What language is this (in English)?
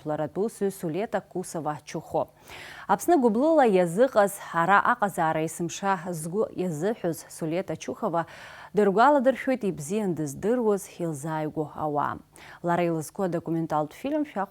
Abkhazian